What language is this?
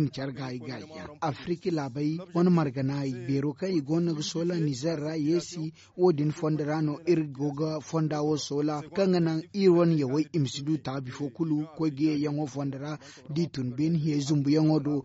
Zarma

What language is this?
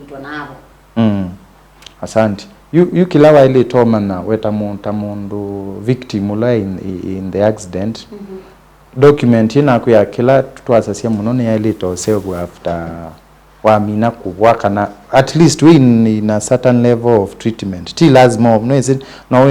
Kamba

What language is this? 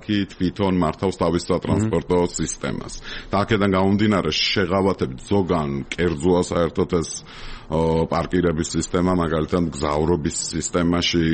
Georgian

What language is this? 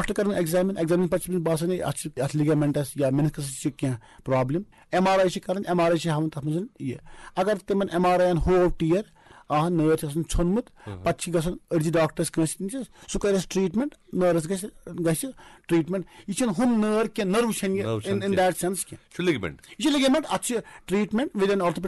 Kashmiri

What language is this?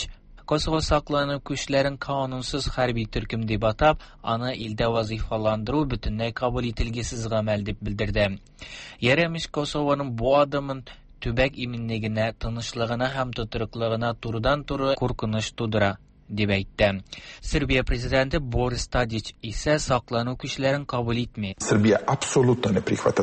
Tatar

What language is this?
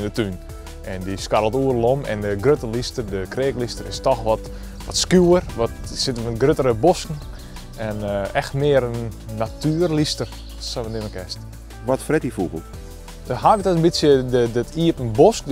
Western Frisian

